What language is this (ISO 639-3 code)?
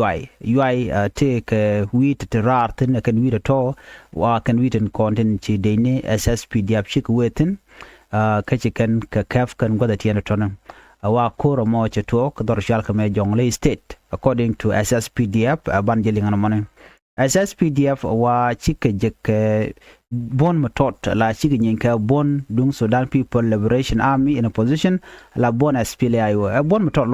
nus